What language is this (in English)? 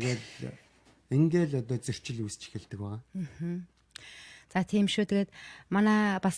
Mongolian